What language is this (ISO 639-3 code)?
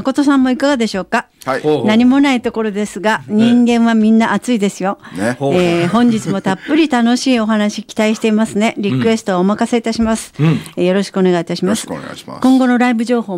jpn